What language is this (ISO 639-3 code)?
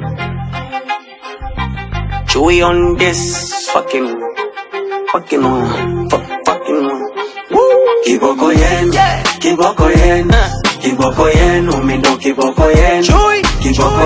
swa